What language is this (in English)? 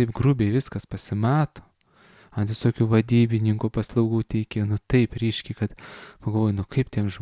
Lithuanian